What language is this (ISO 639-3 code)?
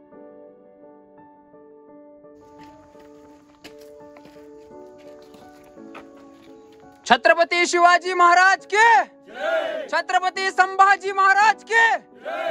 mar